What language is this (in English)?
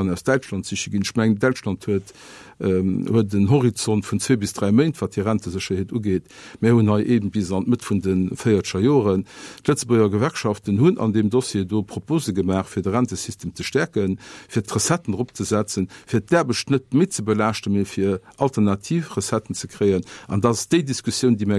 Luxembourgish